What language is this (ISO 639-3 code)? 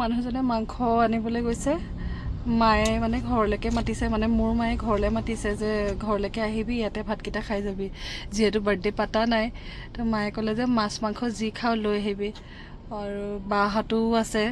asm